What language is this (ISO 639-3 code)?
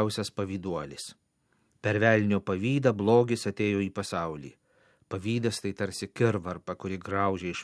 lit